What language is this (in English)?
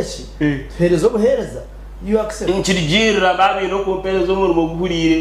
Nyankole